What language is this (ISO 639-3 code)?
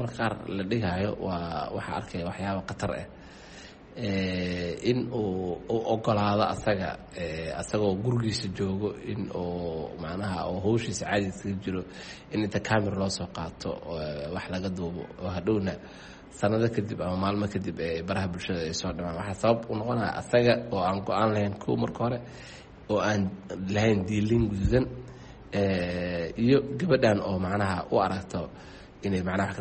som